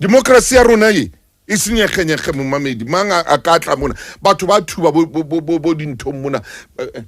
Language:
Southern Sotho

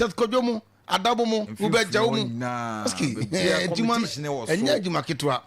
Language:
Akan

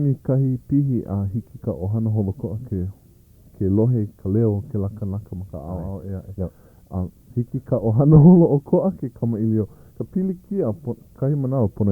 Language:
Hawaiian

